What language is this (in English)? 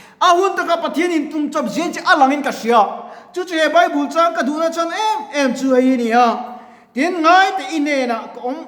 Mizo